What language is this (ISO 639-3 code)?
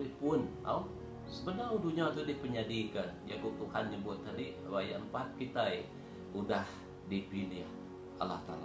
iba